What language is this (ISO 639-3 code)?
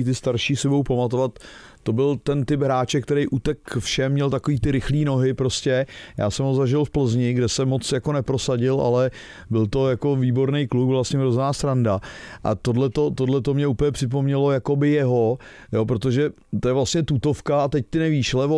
ces